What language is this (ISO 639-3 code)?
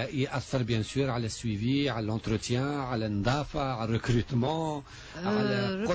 aeb